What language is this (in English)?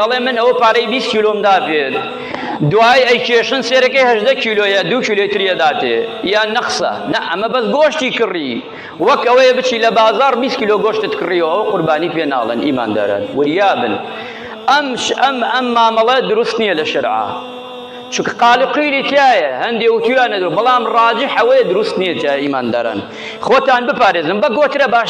Central Kurdish